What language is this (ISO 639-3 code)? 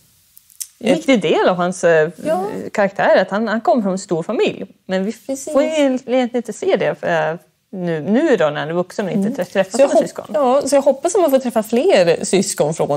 swe